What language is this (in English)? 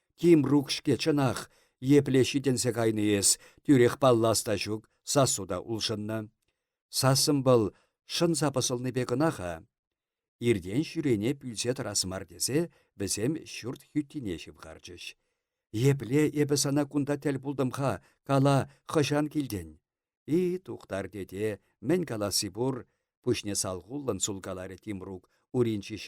Chuvash